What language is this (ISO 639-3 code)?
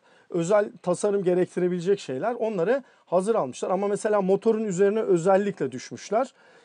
tur